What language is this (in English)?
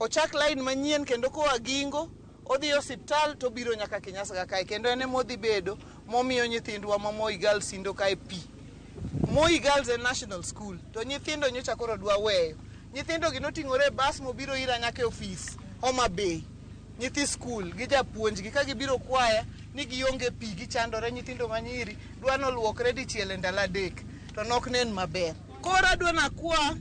Luo (Kenya and Tanzania)